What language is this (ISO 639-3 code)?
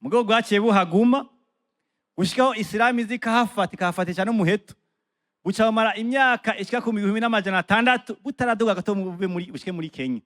run